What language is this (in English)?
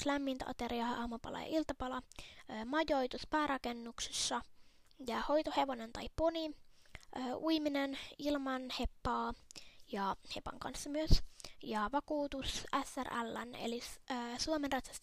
Finnish